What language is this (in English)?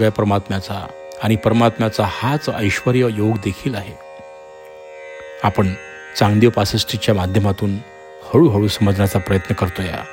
Marathi